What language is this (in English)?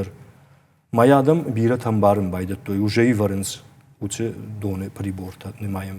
Ossetic